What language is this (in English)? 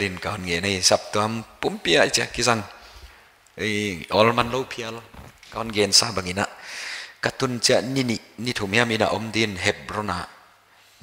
Paite Chin